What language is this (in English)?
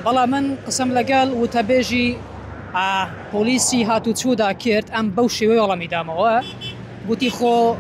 Central Kurdish